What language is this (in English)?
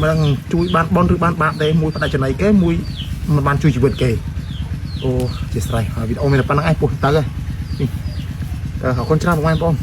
Khmer